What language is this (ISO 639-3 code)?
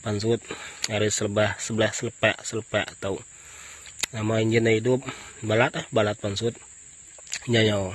iba